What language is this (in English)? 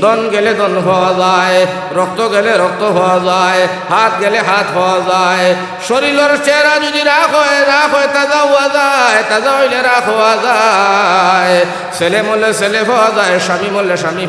Sylheti